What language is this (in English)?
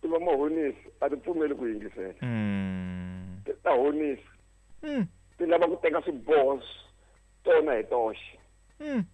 Tsonga